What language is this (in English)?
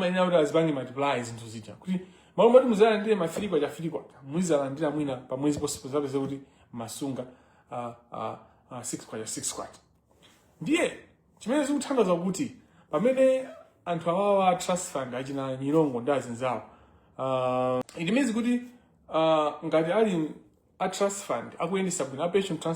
Nyanja